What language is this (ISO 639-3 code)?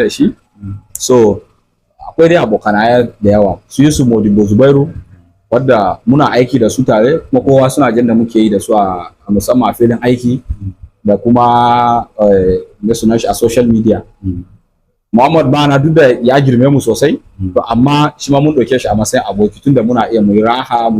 hau